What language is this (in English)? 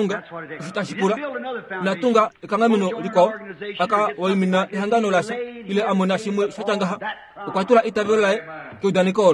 Kuanyama